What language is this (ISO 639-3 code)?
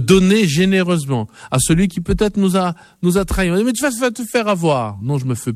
fra